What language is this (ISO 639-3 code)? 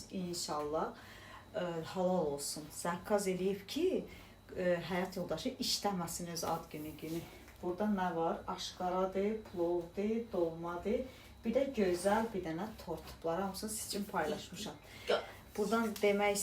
aze